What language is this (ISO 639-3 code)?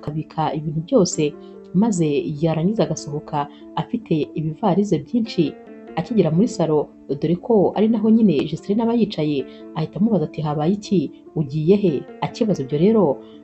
kin